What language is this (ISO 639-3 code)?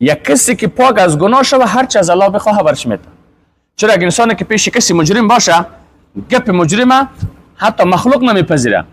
fas